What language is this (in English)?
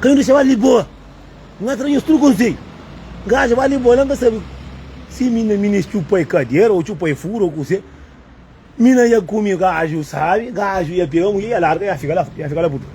Kabuverdianu